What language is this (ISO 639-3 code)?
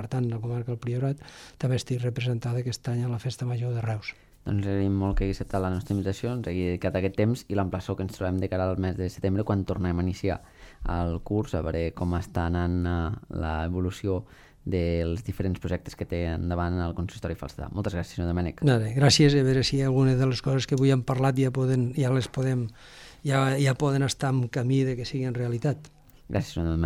cat